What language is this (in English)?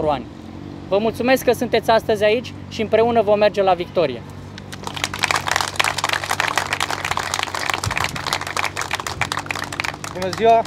Romanian